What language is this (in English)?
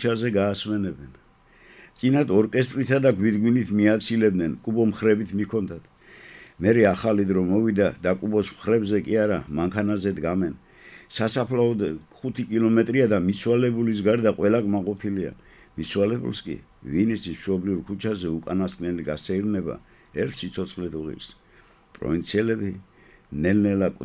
Georgian